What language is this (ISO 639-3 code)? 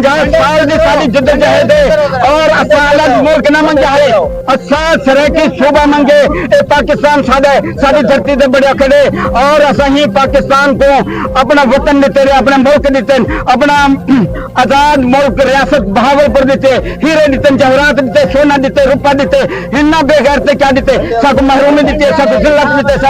skr